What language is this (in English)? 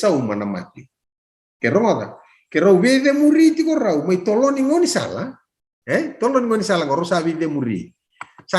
Fijian